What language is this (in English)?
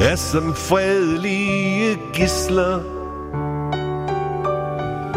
Danish